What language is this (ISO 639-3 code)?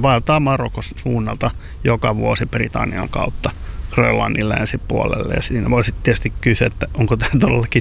fin